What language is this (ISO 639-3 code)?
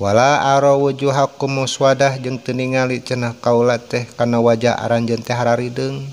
sun